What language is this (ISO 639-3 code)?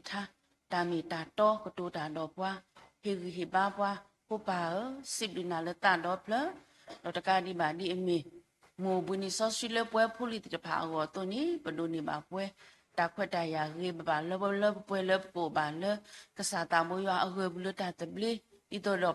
ksw